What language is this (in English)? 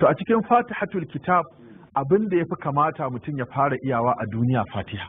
Hausa